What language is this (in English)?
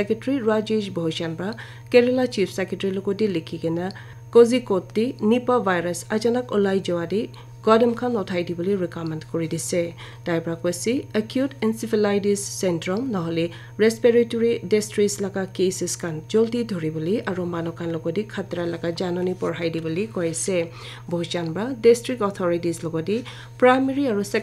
Naga Pidgin